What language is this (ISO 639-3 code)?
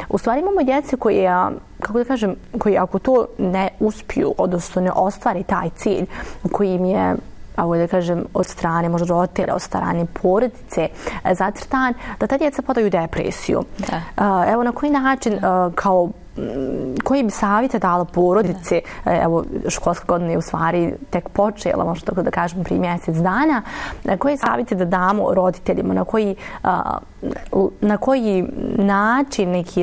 bos